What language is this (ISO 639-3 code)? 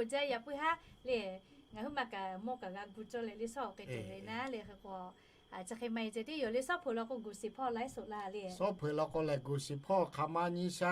lhu